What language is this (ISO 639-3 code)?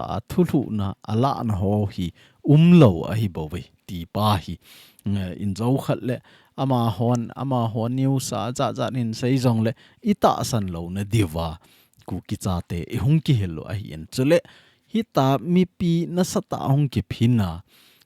tcz